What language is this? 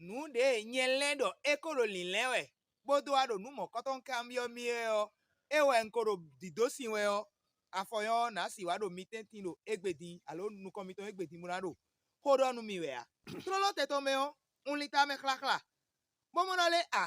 Fon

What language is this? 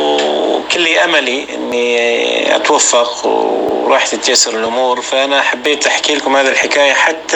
North Levantine Arabic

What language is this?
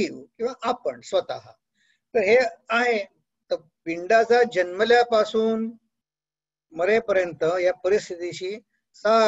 Marathi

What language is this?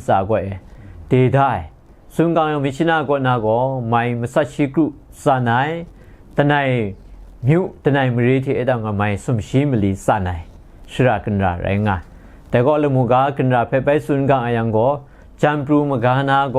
Kachin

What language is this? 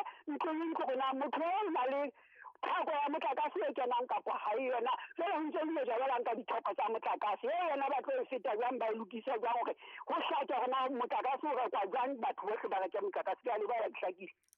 Southern Sotho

